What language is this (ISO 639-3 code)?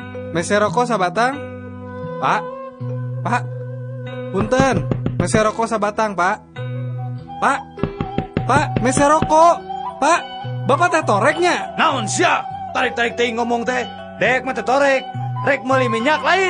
sun